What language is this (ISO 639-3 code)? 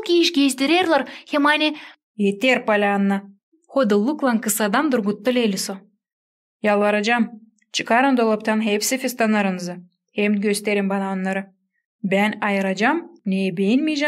gag